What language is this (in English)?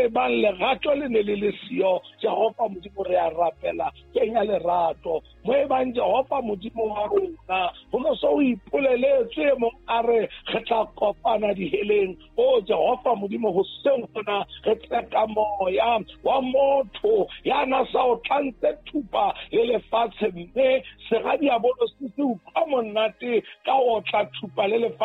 Southern Sotho